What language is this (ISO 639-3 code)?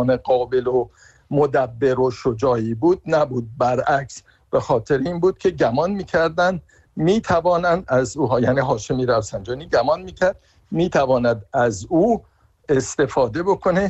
fas